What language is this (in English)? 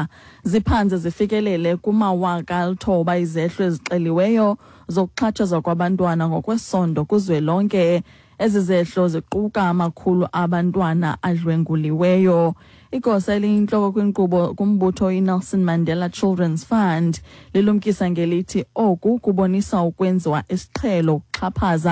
Xhosa